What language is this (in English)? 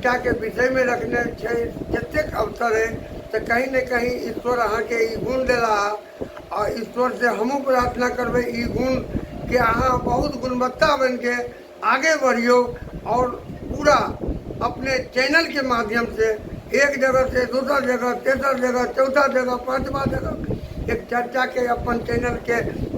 Maithili